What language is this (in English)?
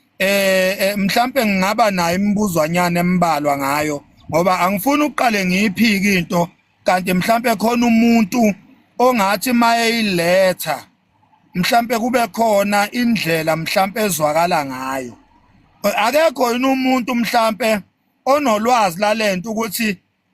Zulu